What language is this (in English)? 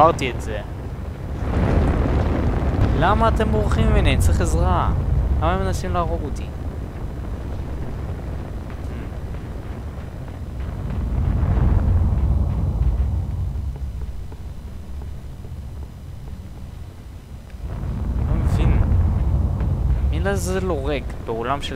Hebrew